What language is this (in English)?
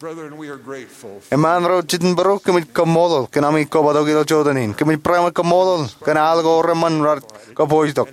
Marshallese